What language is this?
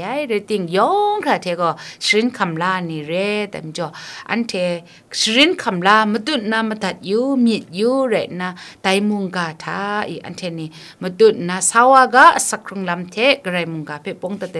Kachin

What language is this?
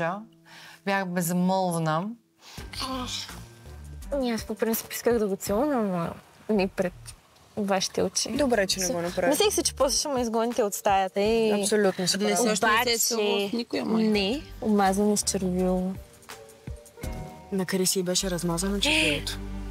Bulgarian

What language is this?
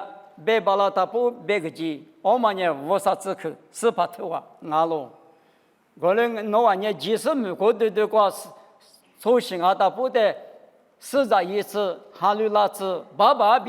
Lisu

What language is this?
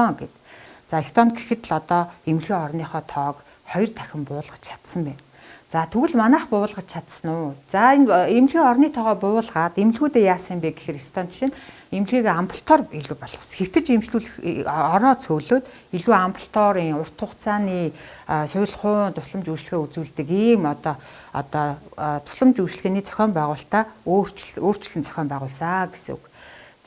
Mongolian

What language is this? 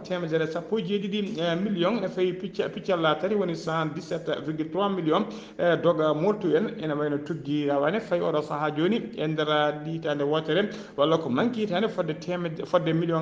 Fula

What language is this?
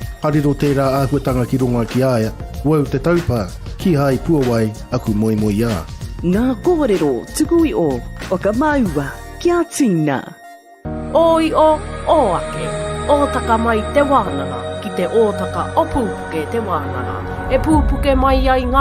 Māori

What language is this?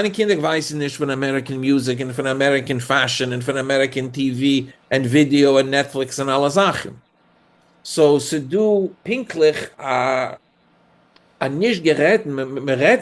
Yiddish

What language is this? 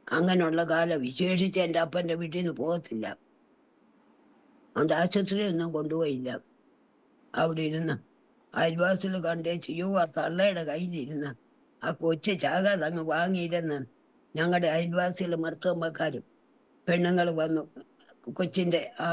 Malayalam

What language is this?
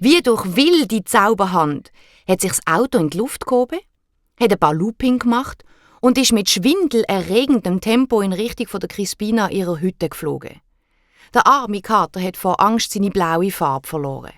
Swiss German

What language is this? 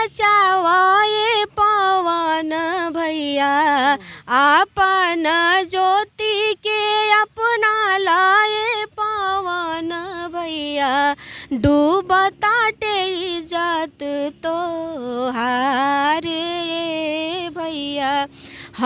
Bhojpuri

